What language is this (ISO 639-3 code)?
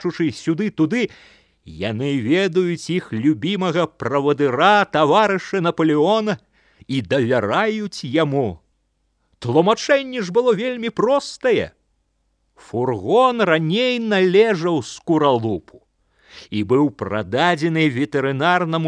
bel